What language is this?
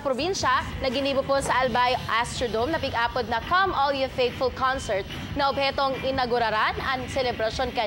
Bikol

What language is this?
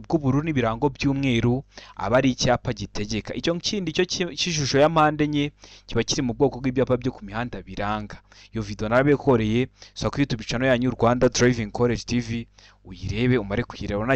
Kinyarwanda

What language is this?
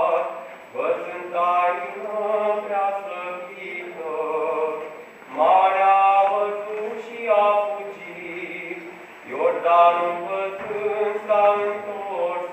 Romanian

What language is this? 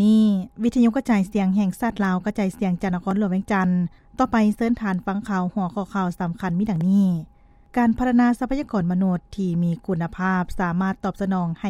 Lao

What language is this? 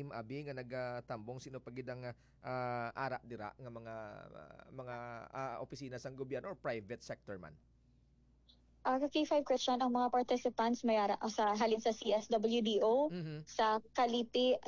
Hiligaynon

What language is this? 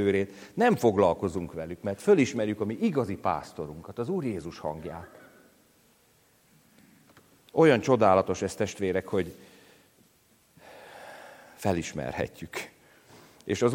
Hungarian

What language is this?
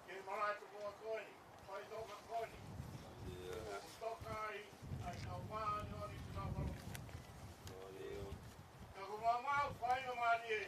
Tongan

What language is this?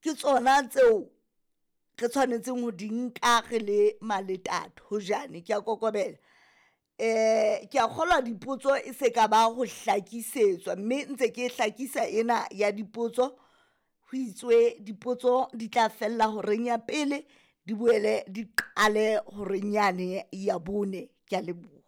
Southern Sotho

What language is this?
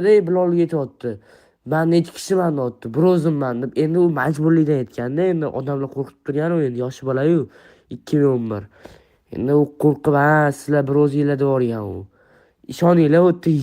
Uzbek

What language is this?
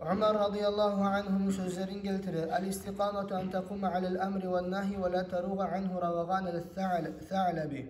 Kumyk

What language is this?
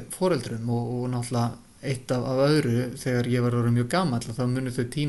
Icelandic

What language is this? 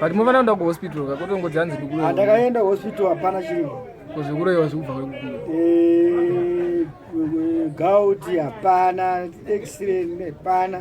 Shona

